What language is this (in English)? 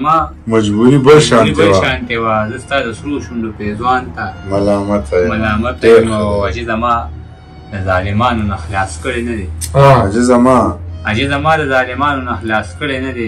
Pashto